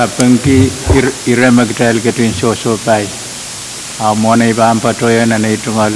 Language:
Pohnpeian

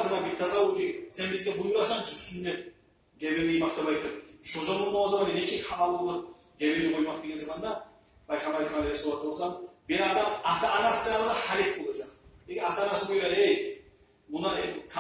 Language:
Kumyk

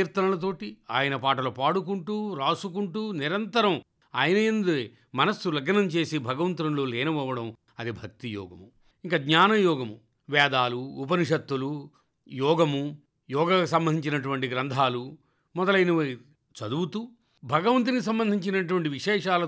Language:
Telugu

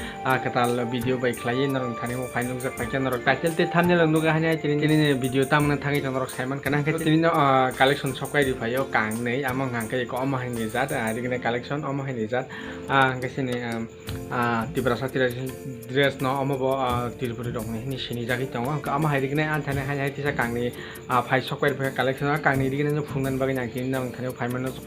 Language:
Kok Borok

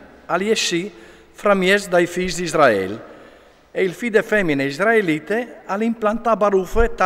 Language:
Friulian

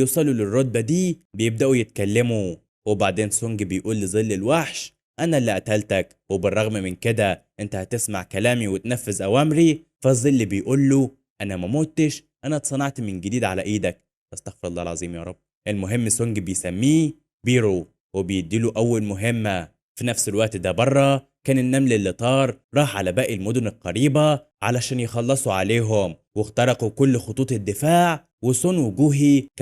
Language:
Egyptian Arabic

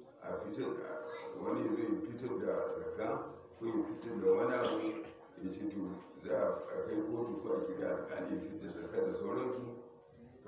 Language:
Hausa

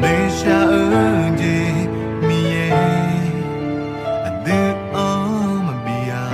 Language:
Akha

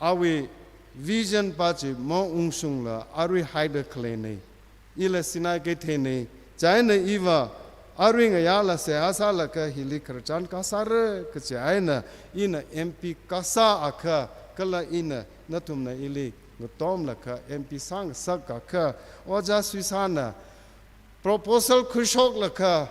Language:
Tangkhul Naga (India)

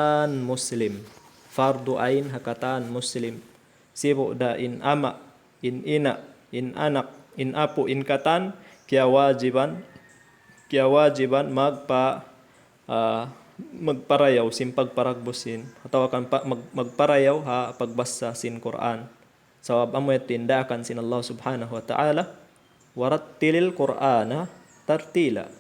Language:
Tausug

